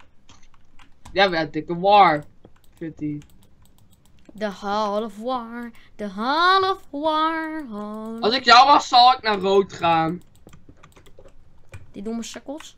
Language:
Dutch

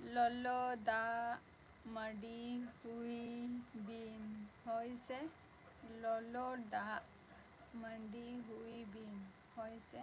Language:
Santali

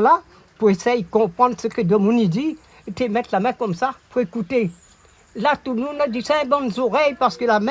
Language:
Réunion Creole French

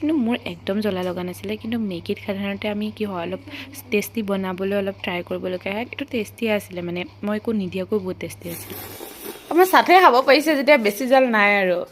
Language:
Assamese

